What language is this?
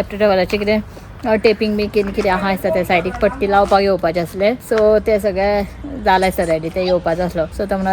Konkani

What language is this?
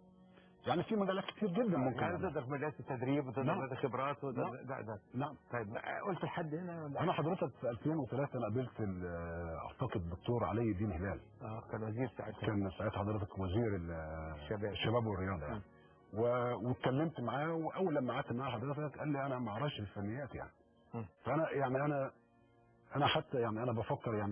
Egyptian Arabic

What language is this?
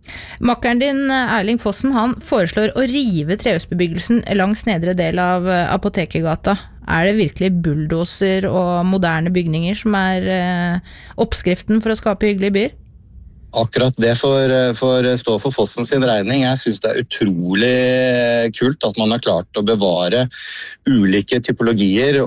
Norwegian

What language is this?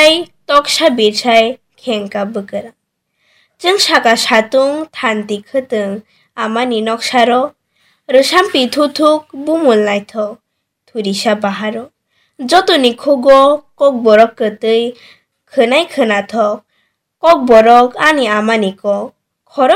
Kok Borok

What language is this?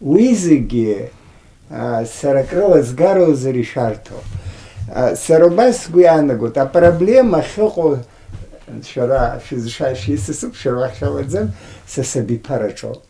Abkhazian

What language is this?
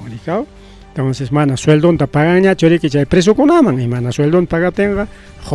Ayacucho Quechua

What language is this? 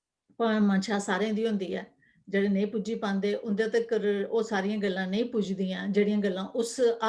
Dogri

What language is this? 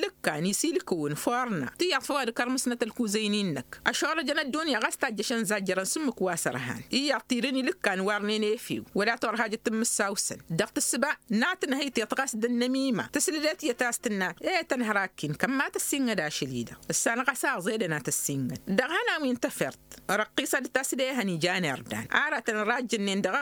Tamasheq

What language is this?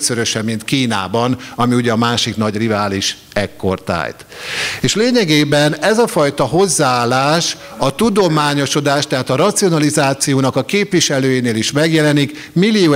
Hungarian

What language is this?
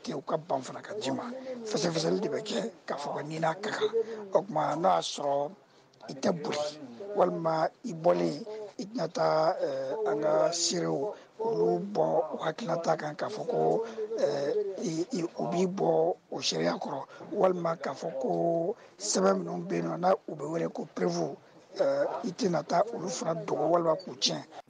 Bambara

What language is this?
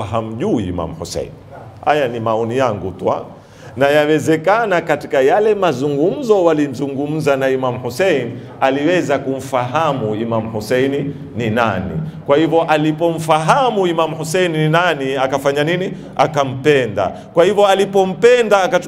Swahili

